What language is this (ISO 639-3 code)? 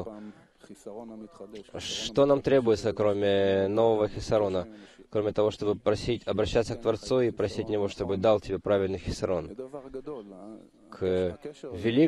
rus